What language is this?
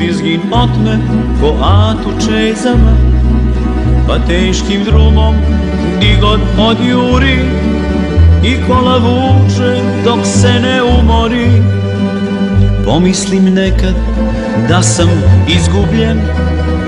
Serbian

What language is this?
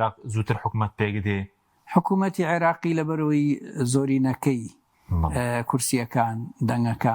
Central Kurdish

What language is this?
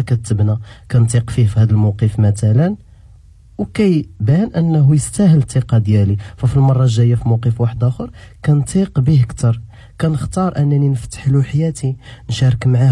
Moroccan Arabic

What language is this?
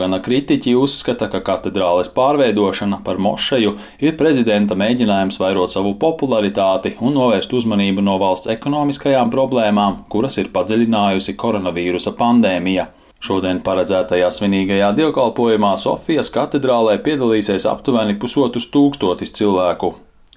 Latvian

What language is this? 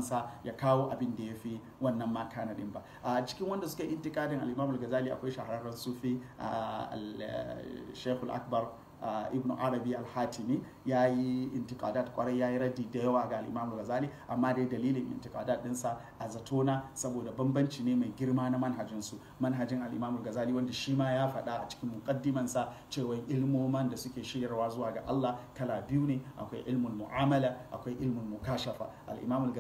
Hausa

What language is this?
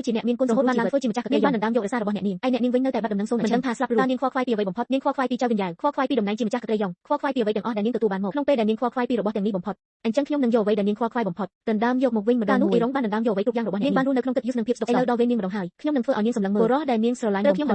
Khmer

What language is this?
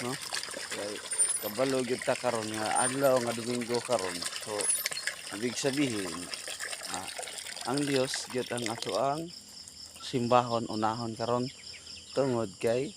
Cebuano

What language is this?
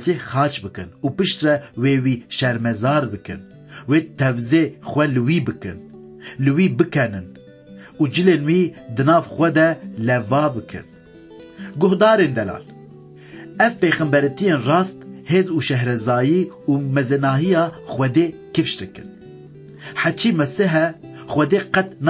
Kurdish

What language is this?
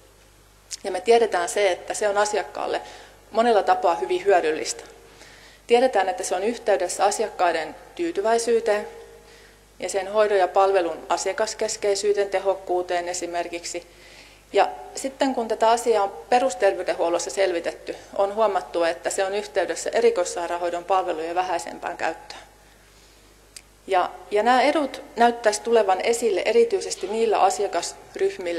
Finnish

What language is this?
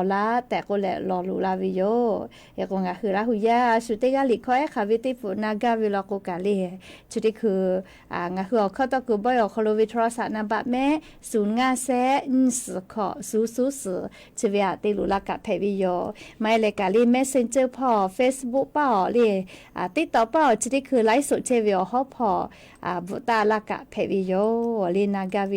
Lahu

